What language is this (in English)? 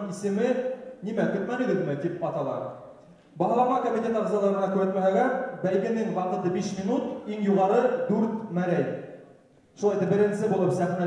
Bashkir